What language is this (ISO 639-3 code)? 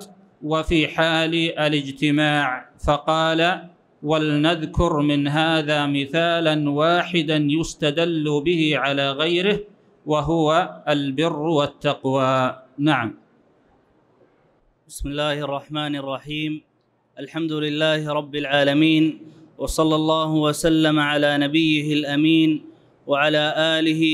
ara